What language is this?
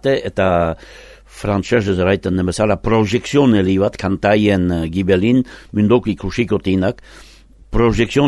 Basque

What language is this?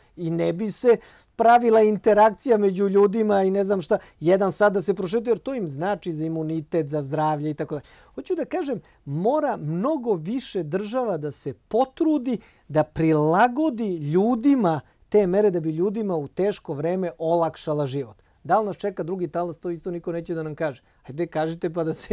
Serbian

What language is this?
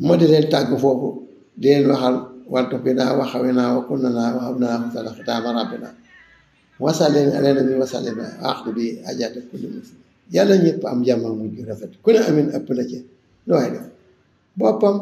Wolof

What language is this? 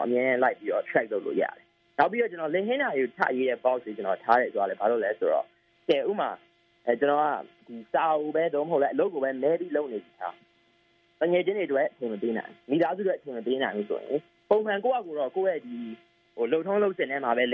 Burmese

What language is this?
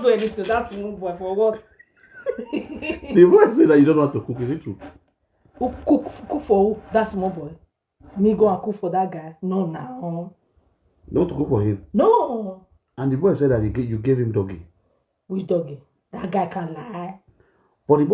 Nigerian Pidgin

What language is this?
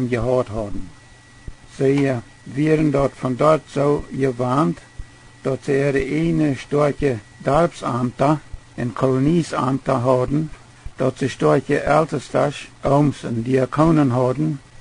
Plautdietsch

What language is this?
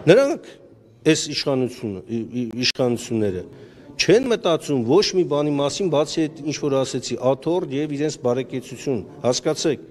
Armenian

